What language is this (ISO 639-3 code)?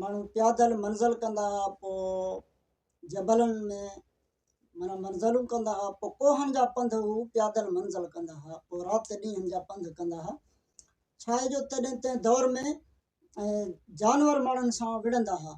snd